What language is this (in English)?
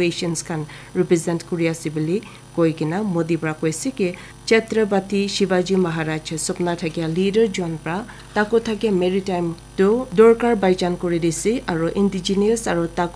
Naga Pidgin